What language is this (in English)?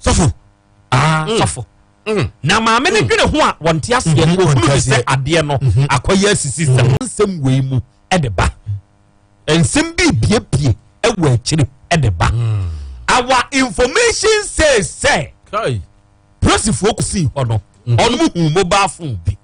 Akan